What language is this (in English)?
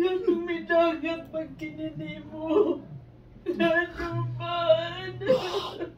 Cebuano